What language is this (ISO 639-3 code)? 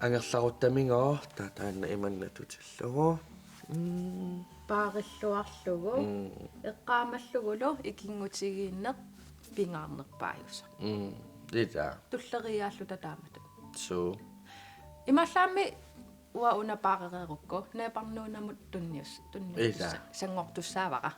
kal